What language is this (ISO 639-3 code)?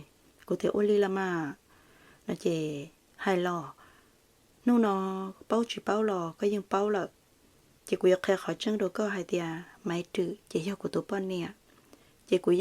hmn